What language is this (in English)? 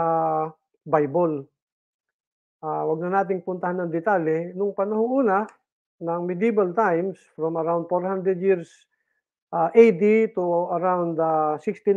Filipino